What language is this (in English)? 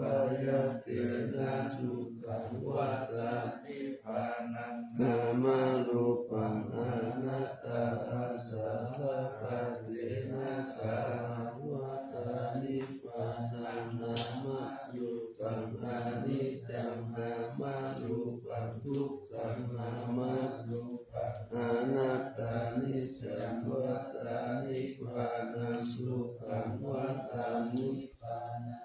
Pali